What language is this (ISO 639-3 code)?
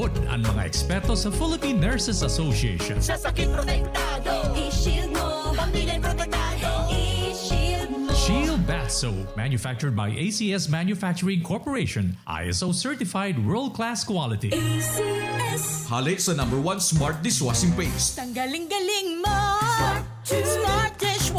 bik